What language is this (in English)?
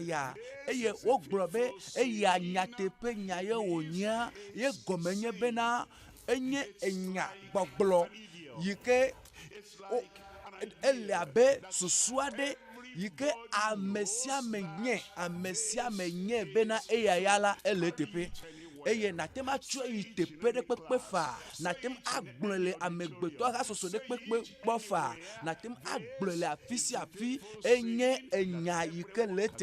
Ewe